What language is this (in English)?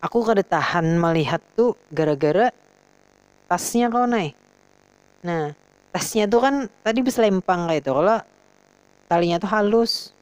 Banjar